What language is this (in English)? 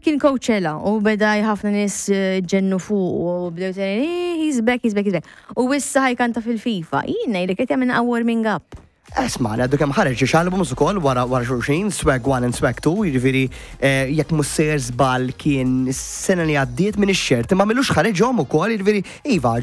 Maltese